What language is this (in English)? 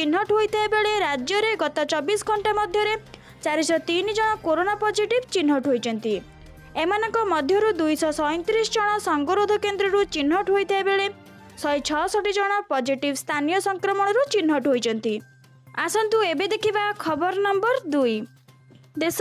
Odia